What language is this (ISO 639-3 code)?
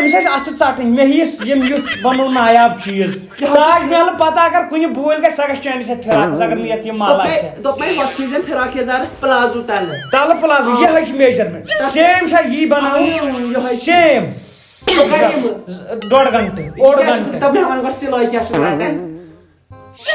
kas